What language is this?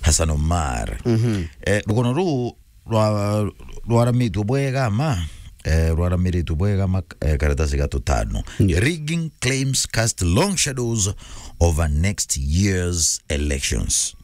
Meru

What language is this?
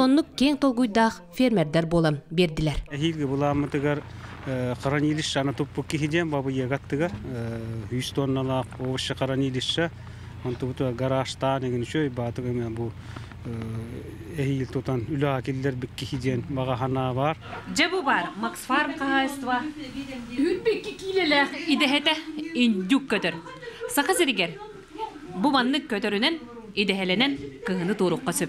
Yakut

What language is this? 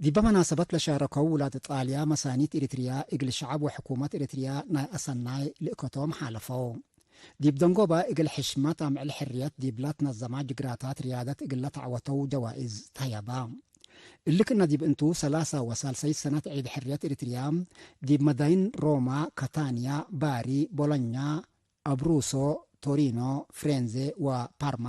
Tigre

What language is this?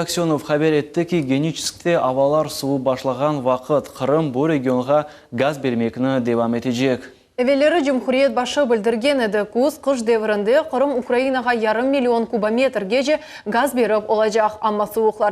Crimean Tatar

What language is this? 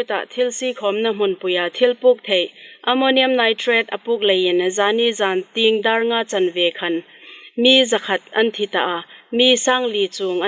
Hmar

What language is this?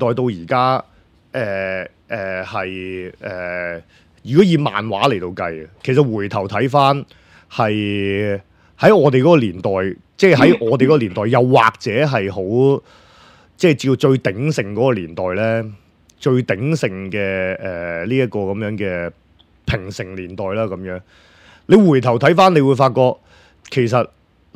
Cantonese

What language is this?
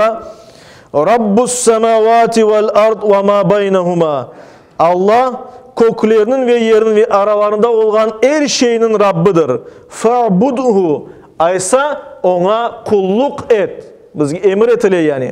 Crimean Tatar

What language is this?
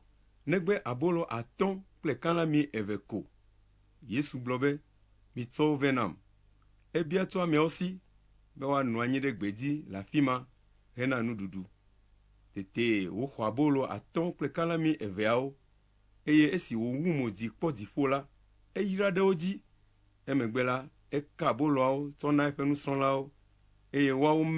Ewe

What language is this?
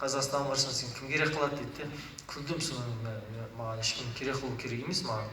Kazakh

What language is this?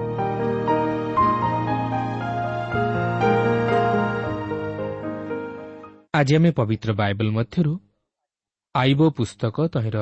Odia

